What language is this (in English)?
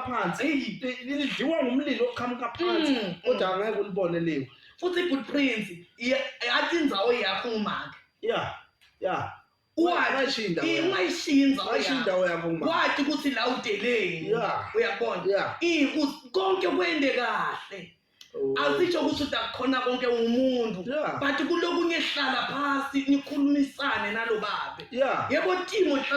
Zulu